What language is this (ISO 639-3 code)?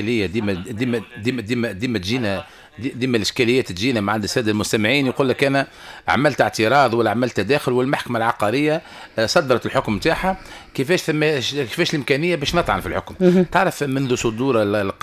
aeb